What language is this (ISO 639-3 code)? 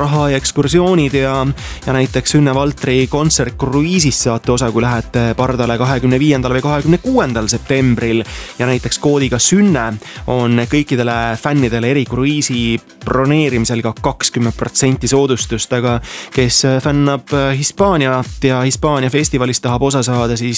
est